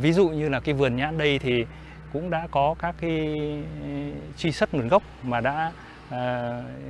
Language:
Vietnamese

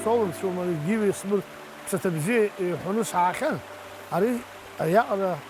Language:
Abkhazian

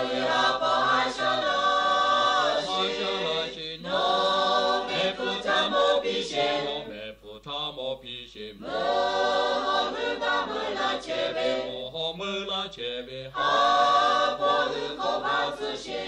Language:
Lahu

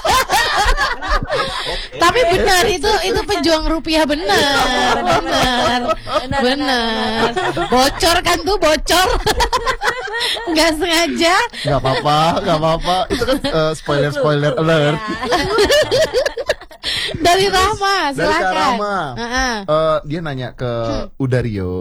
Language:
Indonesian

